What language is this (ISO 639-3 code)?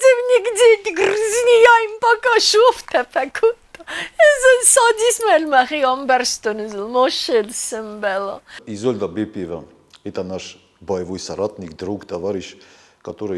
oss